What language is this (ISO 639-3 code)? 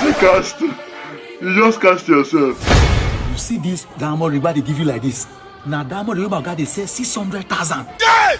pcm